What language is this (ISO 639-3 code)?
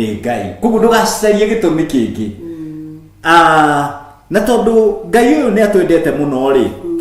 kik